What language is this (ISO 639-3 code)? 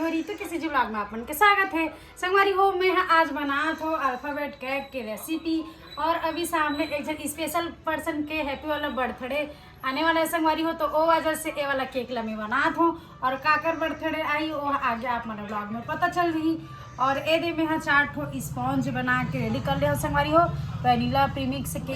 hne